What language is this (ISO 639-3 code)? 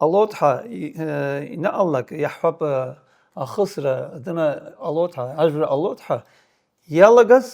abk